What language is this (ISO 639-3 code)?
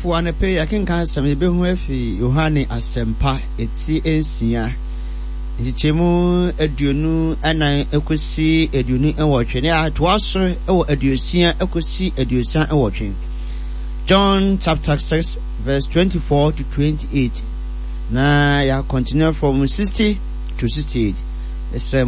aka